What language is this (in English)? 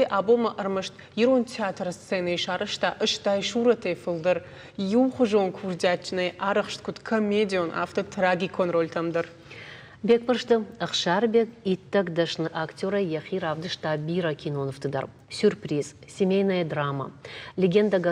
Ossetic